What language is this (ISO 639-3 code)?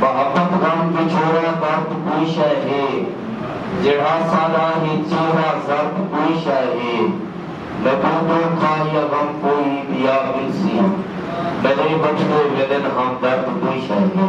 skr